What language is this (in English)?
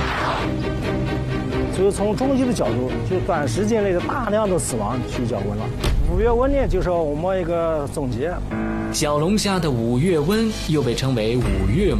Chinese